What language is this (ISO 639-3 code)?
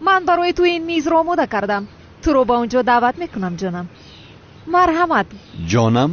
tgk